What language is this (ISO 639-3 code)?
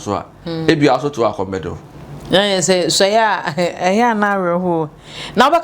aka